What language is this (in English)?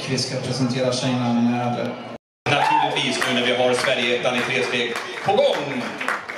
Swedish